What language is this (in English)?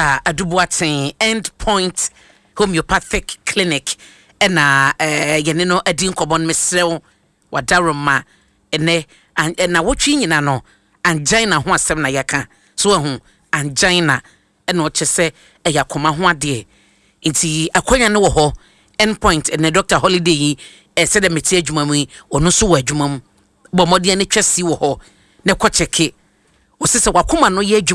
Akan